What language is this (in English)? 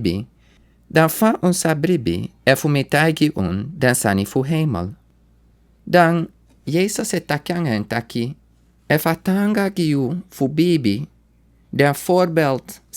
Sranan Tongo